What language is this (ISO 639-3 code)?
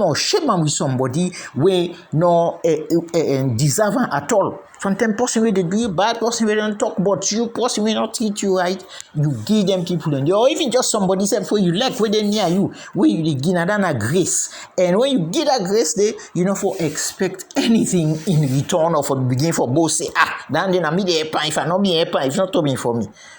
kri